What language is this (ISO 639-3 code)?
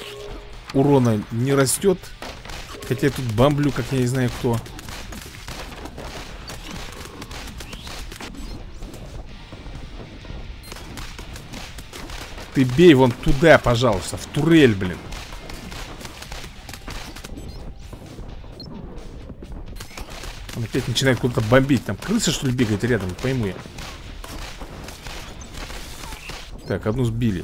rus